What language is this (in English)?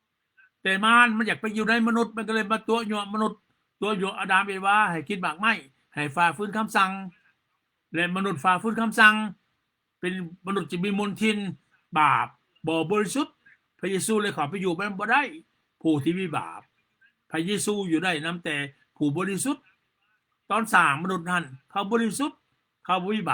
Lao